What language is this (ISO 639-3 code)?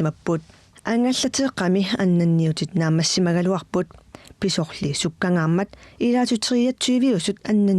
kal